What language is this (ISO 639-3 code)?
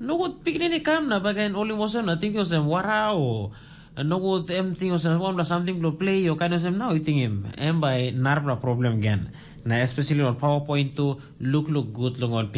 tpi